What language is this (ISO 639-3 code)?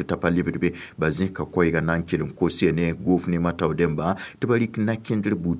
mos